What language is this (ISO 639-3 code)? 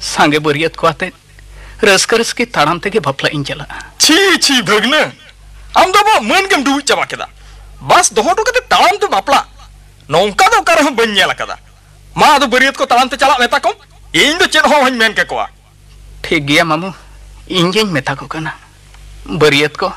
sat